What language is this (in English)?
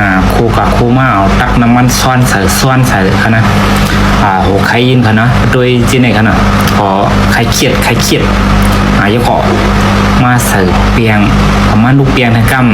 Shan